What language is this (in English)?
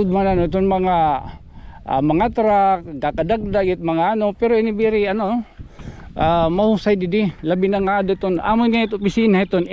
Waray